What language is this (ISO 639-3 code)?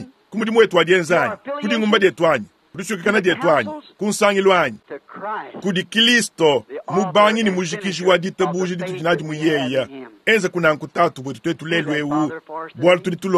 lua